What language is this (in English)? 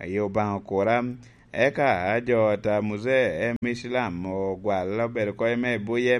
Lango (Uganda)